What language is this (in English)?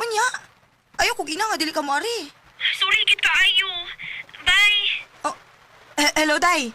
Cebuano